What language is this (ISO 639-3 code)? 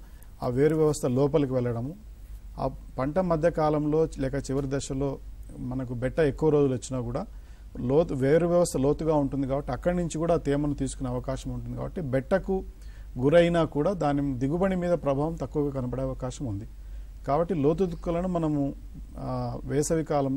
tel